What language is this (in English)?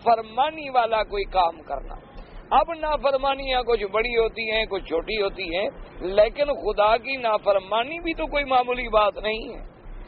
Urdu